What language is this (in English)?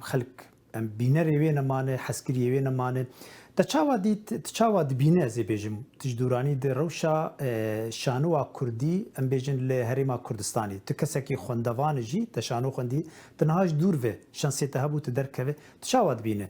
Kurdish